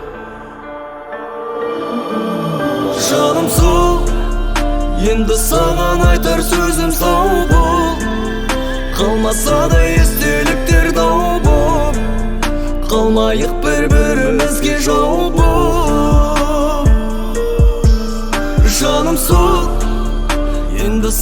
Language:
Kazakh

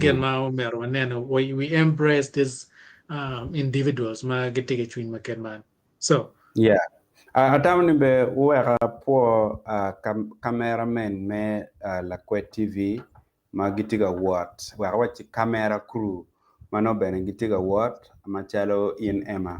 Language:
Acoli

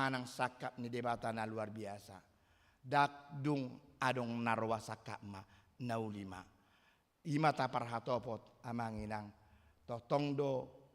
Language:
Batak Toba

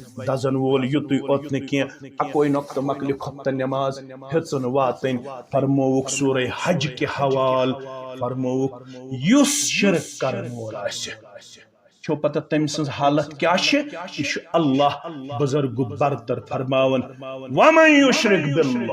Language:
Kashmiri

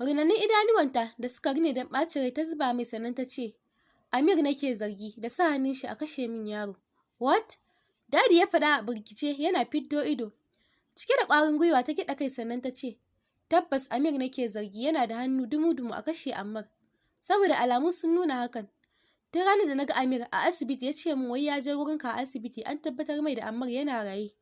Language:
Hausa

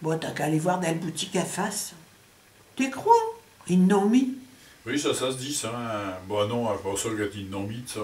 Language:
Picard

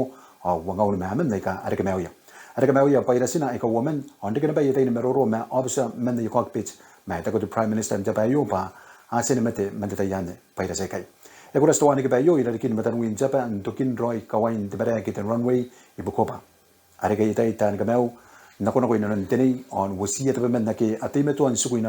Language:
Gilbertese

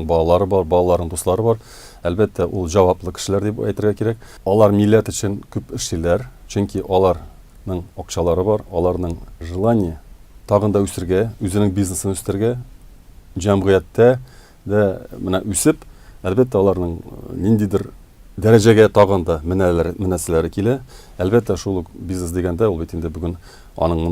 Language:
Tatar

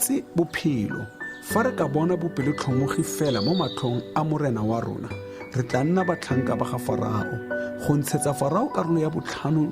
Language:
Tswana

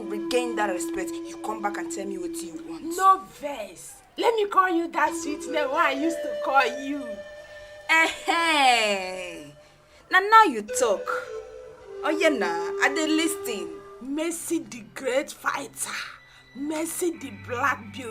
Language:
Nigerian Pidgin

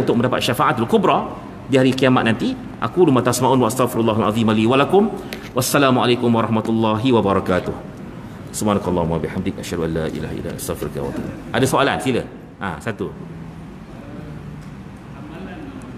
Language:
Malay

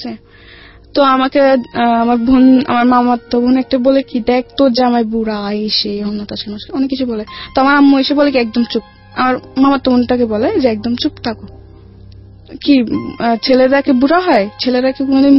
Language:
Bangla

